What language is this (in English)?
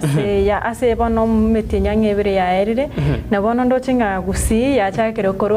Gusii